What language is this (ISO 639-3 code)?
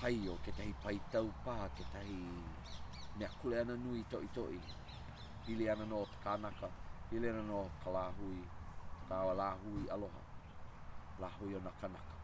haw